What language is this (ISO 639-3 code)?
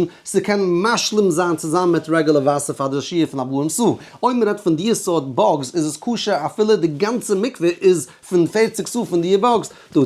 yid